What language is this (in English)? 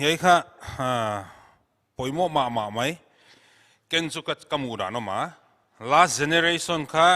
Paite Chin